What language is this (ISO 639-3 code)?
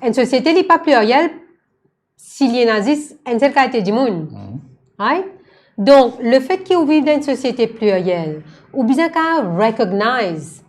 mfe